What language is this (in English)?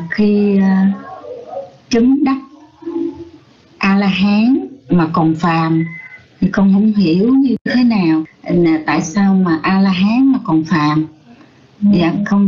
Vietnamese